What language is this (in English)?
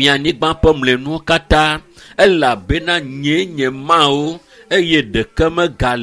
Ewe